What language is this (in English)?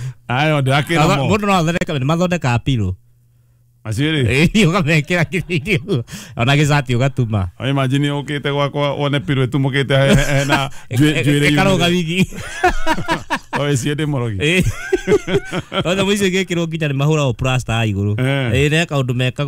Kikuyu